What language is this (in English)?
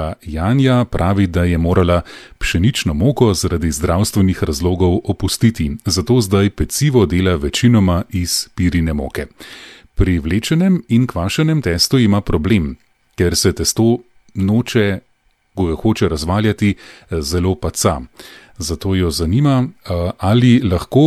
Slovenian